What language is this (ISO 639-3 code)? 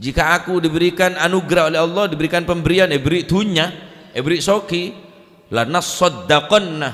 mad